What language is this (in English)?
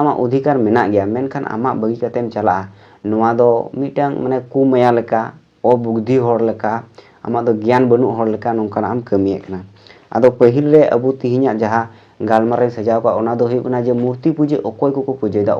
Santali